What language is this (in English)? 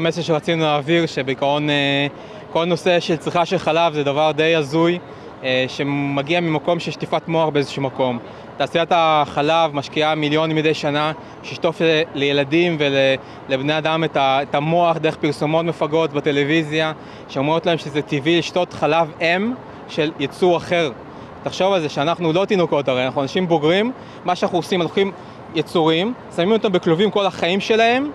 Hebrew